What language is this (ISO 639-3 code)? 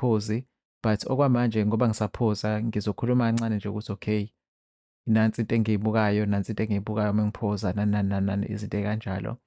zul